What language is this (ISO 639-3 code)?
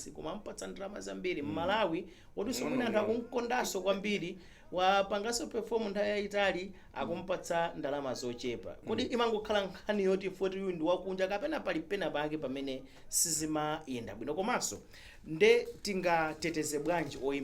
nya